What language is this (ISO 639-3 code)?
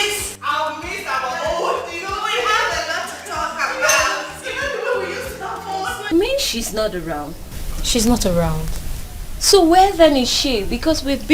pcm